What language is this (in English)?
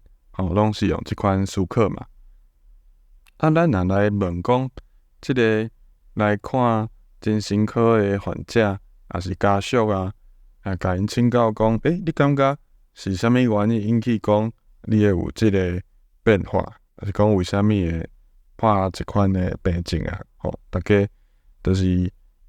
Min Nan Chinese